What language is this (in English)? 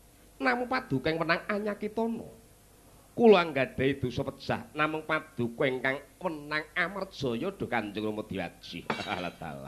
Javanese